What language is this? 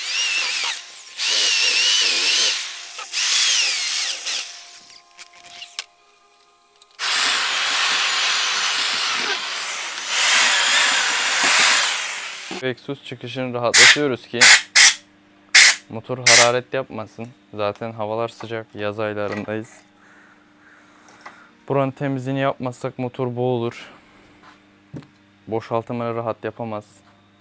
Turkish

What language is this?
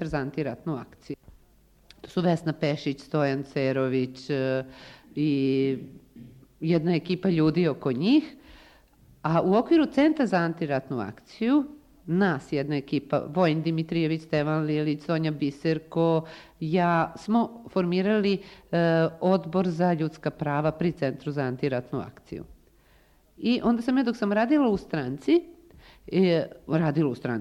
Serbian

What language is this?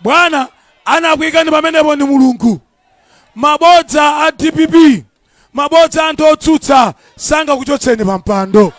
Nyanja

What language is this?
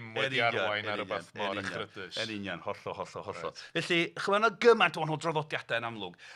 Welsh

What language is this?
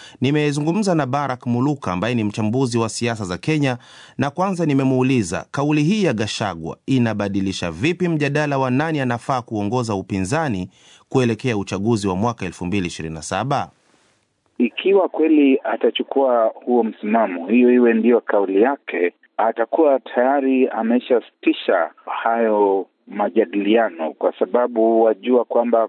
Swahili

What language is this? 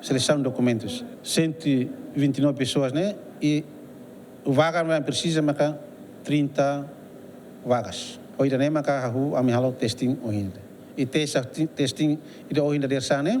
Tetum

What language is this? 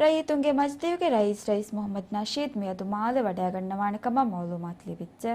Divehi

